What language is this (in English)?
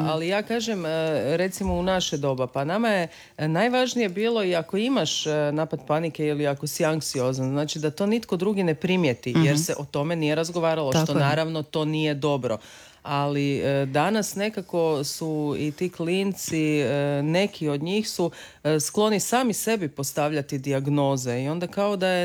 Croatian